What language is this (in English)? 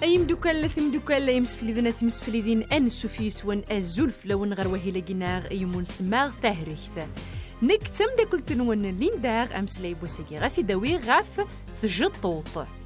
Kabyle